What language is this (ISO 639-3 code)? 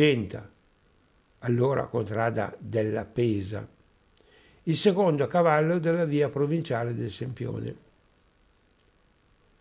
ita